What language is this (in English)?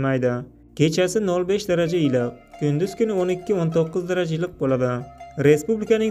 Uzbek